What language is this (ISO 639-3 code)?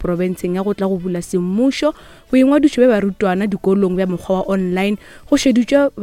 nso